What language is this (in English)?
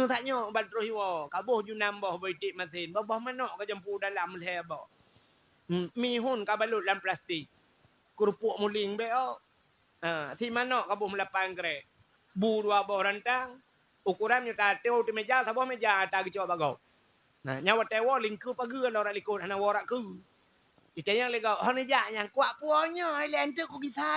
Achinese